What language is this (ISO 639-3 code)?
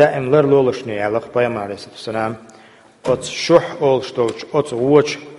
che